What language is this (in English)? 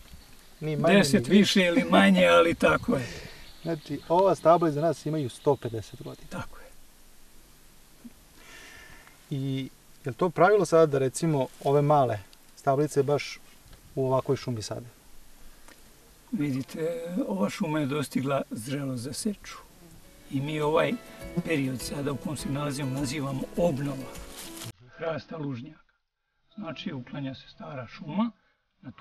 Serbian